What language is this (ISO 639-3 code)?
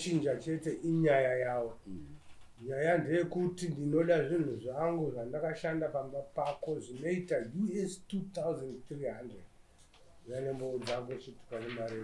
sna